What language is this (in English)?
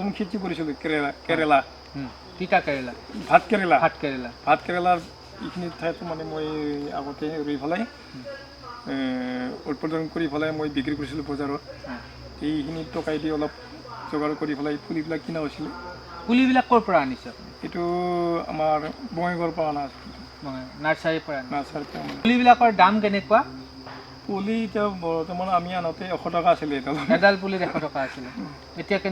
Assamese